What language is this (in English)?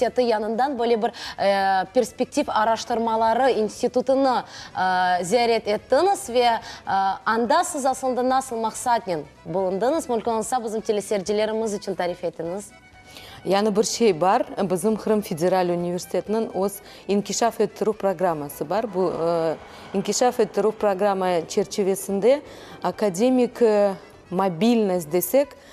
Crimean Tatar